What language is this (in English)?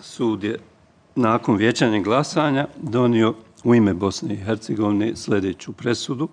Bosnian